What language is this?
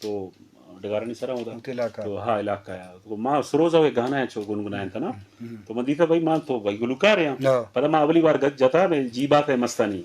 Eastern Balochi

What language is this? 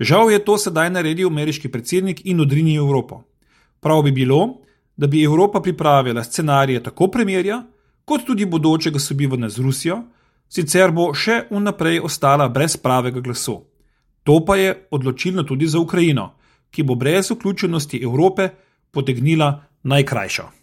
Slovenian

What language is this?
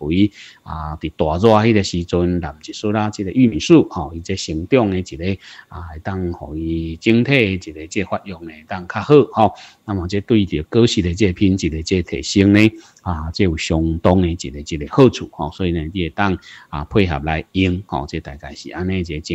Min Nan Chinese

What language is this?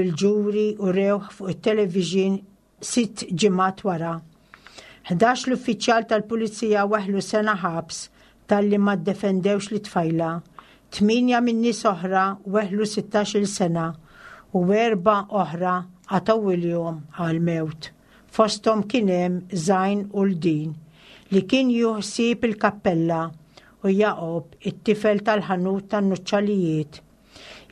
Maltese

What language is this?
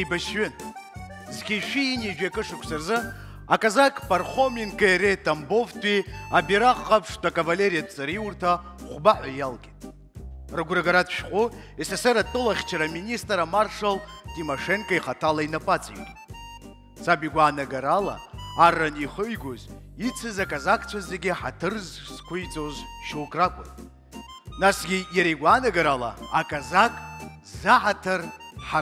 Abkhazian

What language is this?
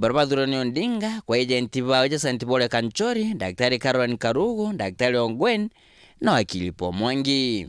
Meru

